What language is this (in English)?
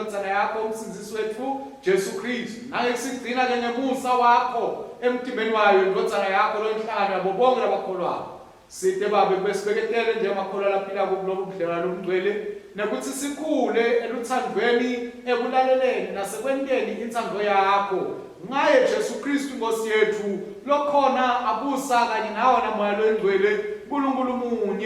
Swati